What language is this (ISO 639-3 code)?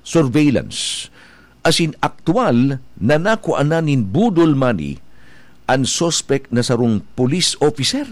bik